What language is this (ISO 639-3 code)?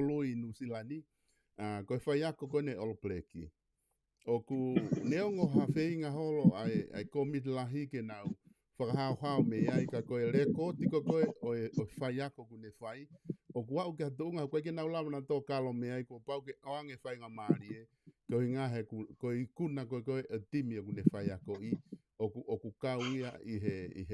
ton